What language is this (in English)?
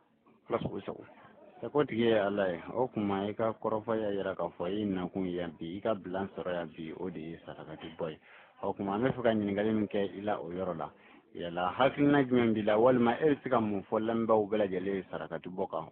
Bambara